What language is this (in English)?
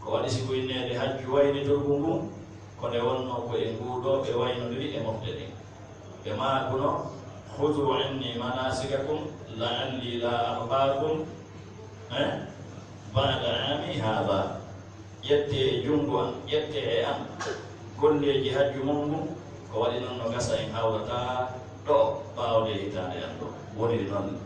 Fula